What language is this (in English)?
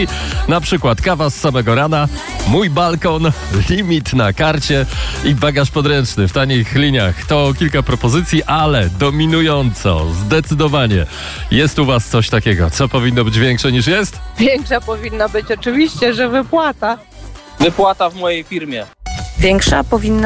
Polish